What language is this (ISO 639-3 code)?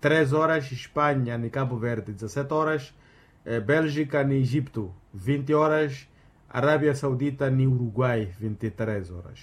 vmw